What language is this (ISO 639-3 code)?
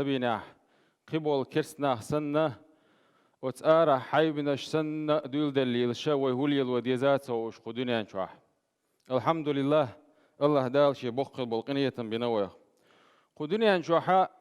che